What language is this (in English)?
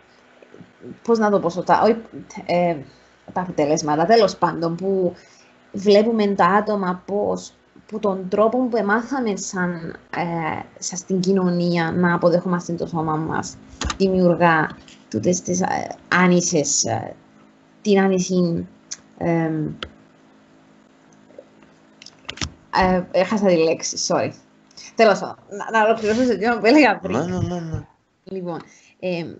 Greek